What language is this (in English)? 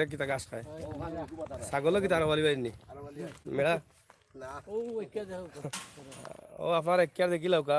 Sylheti